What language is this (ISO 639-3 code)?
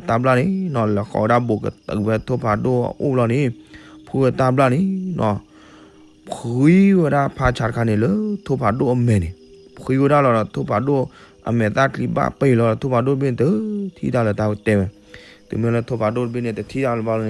ksw